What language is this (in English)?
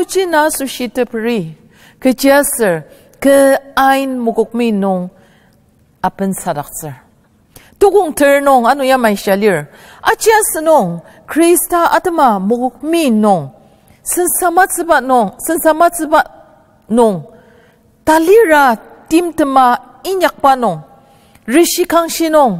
Ao Naga